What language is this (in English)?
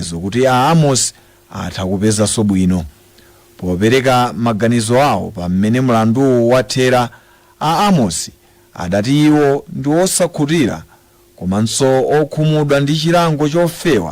Nyanja